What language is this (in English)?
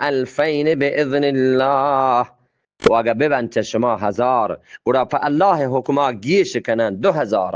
Eastern Balochi